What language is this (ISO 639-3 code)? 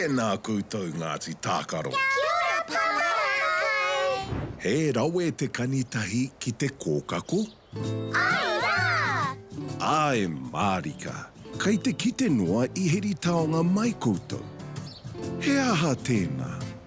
mri